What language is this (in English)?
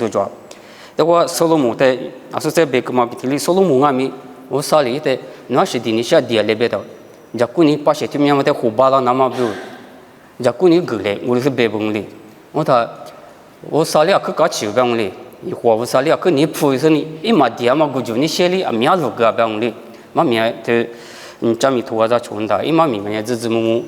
Lisu